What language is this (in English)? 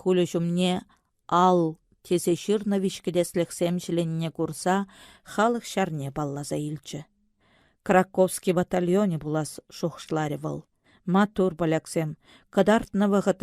Chuvash